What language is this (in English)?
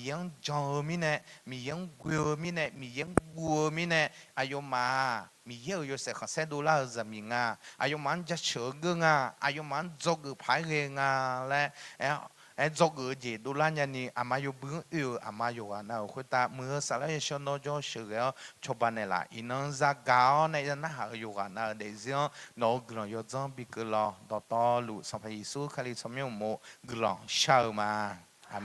Akha